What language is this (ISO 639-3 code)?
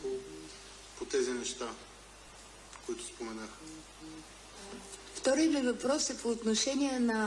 bul